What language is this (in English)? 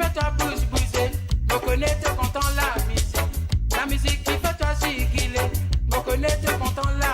Morisyen